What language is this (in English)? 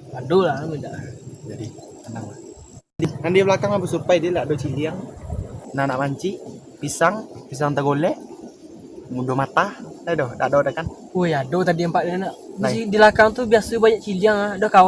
Minangkabau